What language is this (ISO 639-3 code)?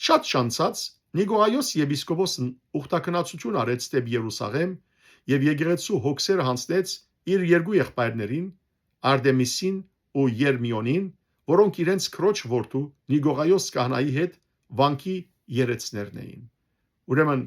hyw